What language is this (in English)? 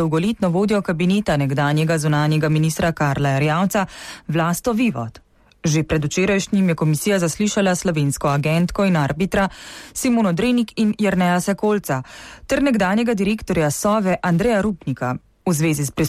Slovenian